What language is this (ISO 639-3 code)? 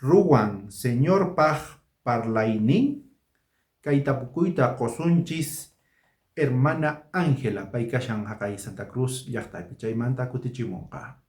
quh